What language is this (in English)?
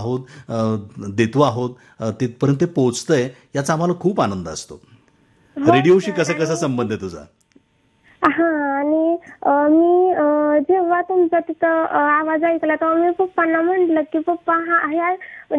Marathi